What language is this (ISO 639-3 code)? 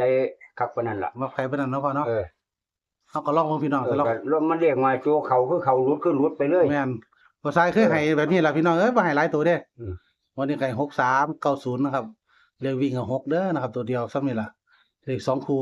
tts